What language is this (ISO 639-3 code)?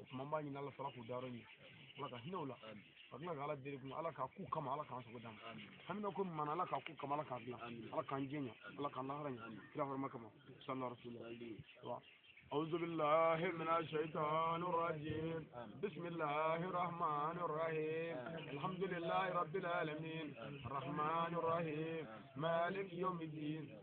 bam